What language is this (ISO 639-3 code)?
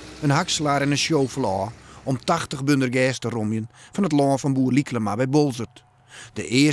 fry